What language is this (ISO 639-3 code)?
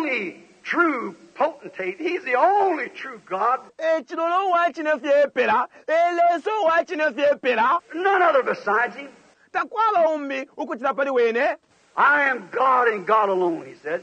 bem